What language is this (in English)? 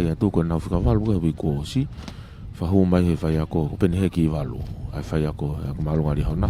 Tongan